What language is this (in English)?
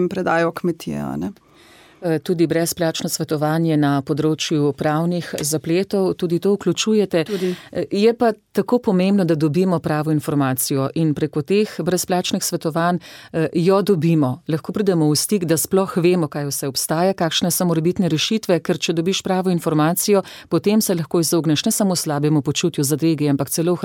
Slovenian